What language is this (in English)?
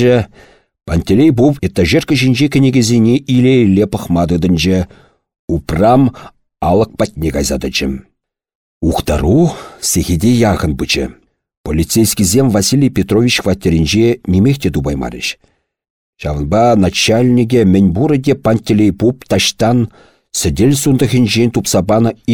Chuvash